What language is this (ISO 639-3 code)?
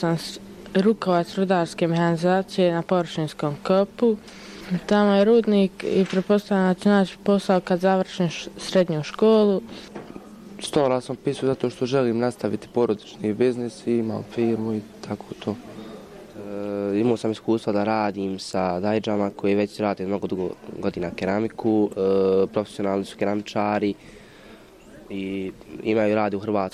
bos